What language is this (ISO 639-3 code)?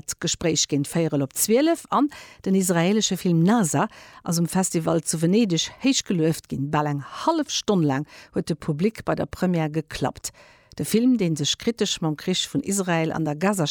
ltz